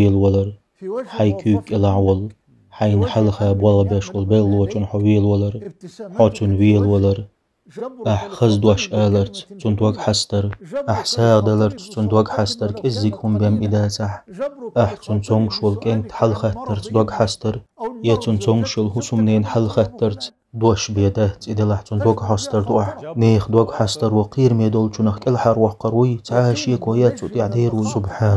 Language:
Chechen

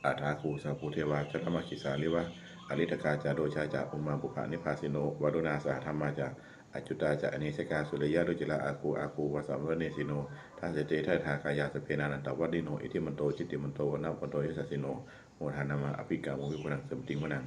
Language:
Pali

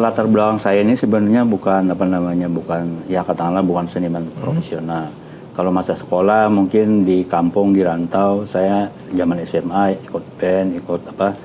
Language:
Banjar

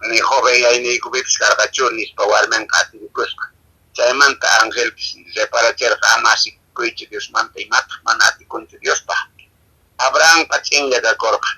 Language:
Quechua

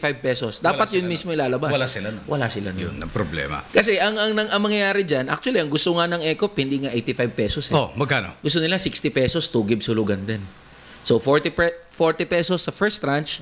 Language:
Filipino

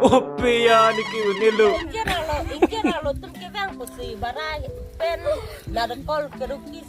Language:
Karbi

